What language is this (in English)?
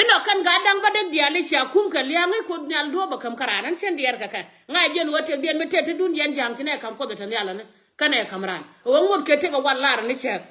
Nuer